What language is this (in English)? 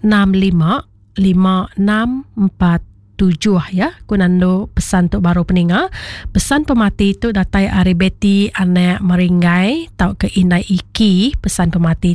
Iban